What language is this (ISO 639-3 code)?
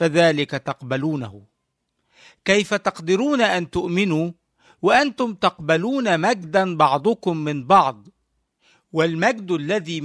ara